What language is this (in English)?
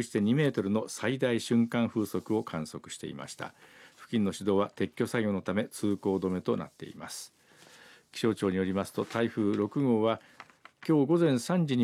Japanese